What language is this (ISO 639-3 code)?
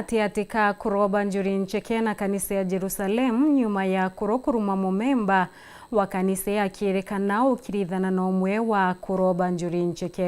mer